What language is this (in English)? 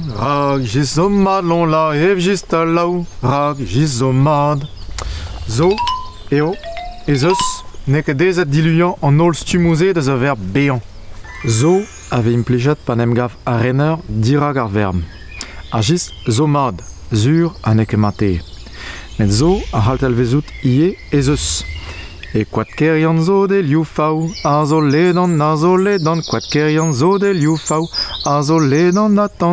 Breton